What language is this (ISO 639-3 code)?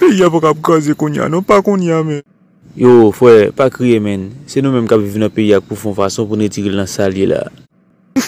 hat